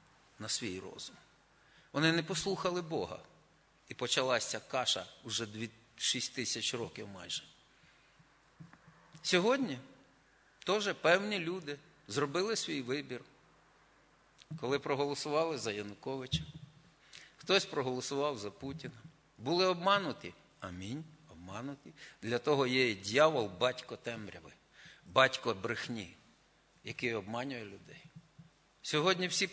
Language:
Ukrainian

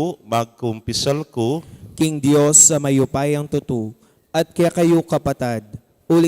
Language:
Pampanga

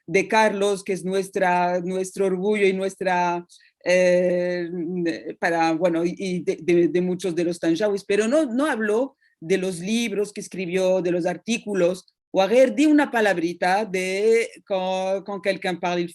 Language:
Ladino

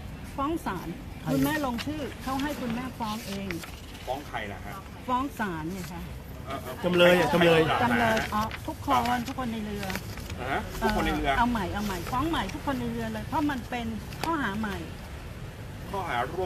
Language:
Thai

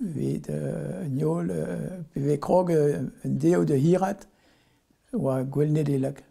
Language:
Breton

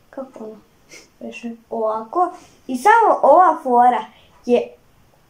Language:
Serbian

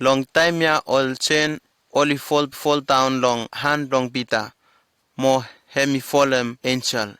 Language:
Bislama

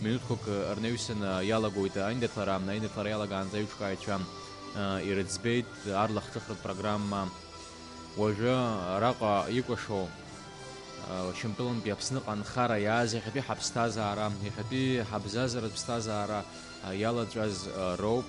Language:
Abkhazian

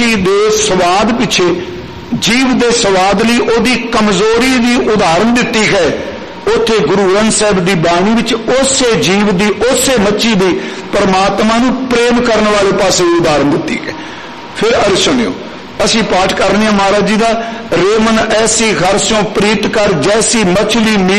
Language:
Punjabi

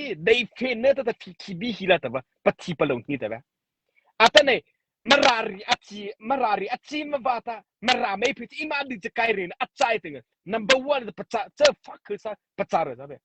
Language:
Mara Chin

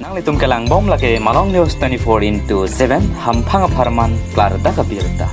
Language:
Karbi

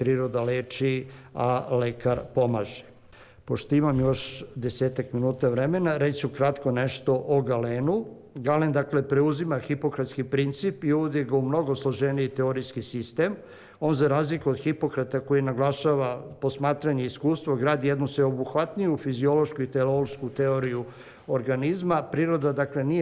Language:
Serbian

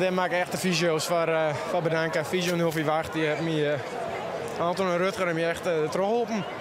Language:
Western Frisian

